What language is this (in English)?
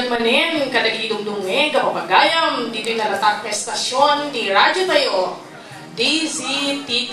Iloko